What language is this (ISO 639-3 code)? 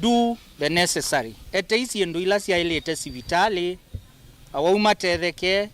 kam